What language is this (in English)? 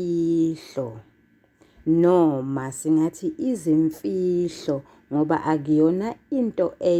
Zulu